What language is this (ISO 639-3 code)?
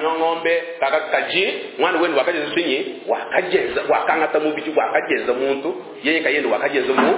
lua